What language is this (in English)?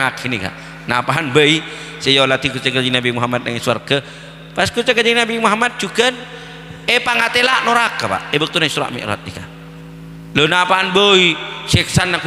Madurese